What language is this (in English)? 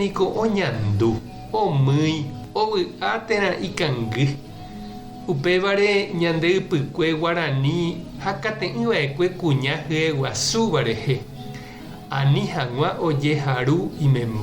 Guarani